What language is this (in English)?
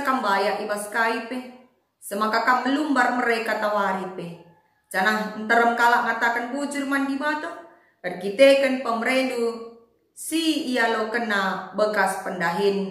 Batak Karo